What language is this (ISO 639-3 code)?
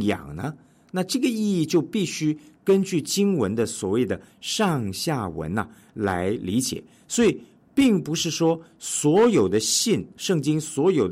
zho